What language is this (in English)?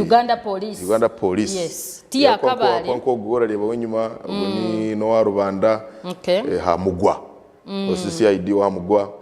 Nyankole